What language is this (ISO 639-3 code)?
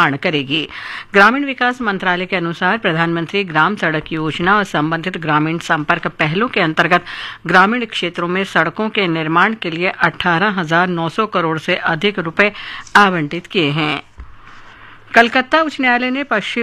hin